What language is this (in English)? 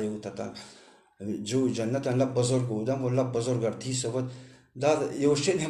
Persian